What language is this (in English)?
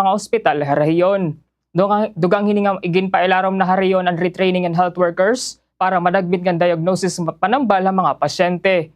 Waray